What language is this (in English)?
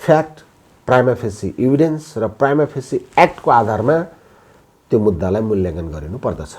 Nepali